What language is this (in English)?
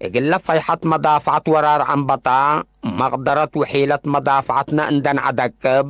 Tigre